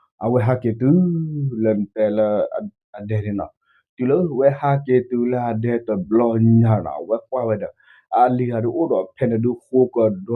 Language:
S'gaw Karen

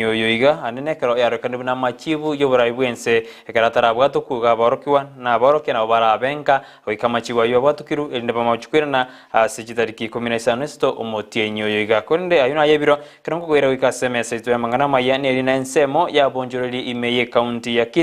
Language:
Gusii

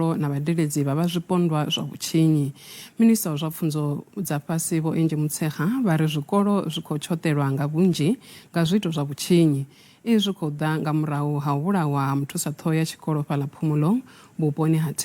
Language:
Venda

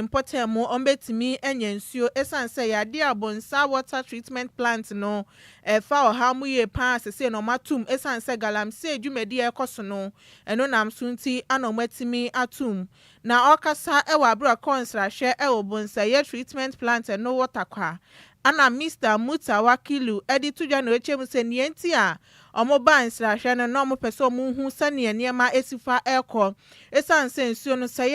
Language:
Akan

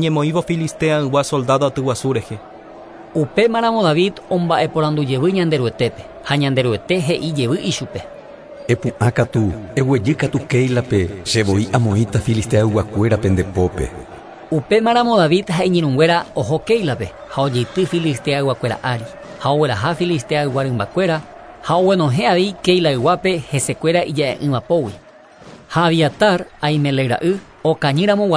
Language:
Guarani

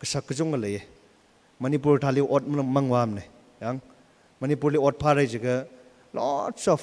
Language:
Tangkhul Naga (India)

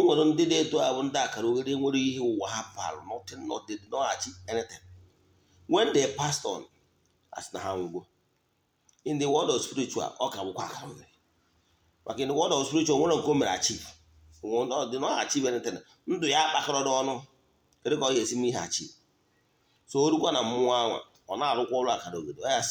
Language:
Igbo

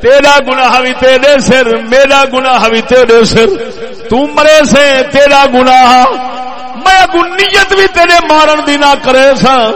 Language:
Saraiki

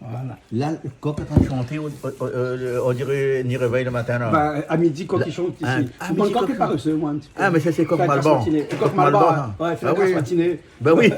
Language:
Réunion Creole French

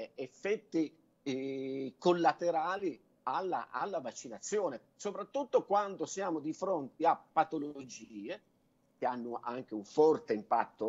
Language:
Italian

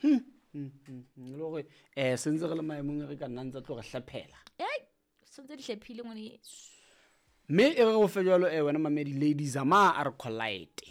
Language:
Southern Sotho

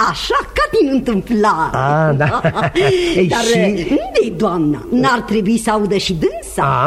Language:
Romanian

